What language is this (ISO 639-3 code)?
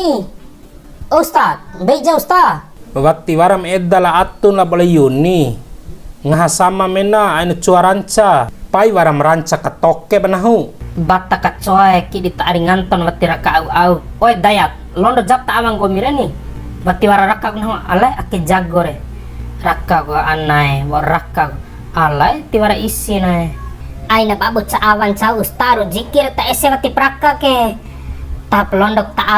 bhp